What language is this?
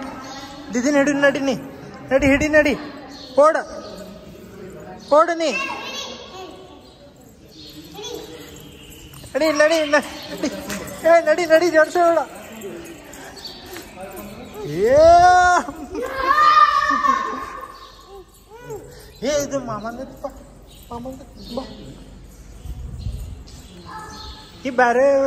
Kannada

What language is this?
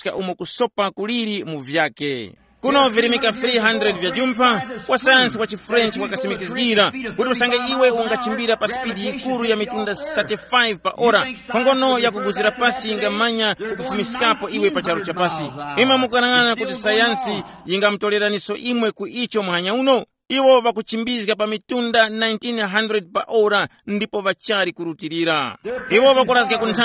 Tumbuka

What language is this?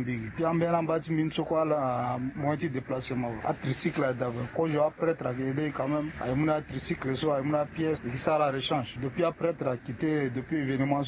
Sango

